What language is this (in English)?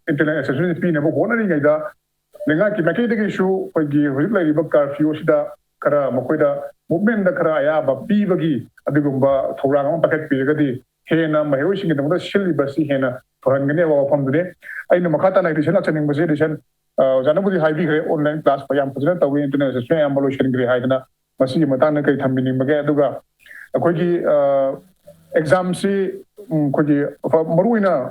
Manipuri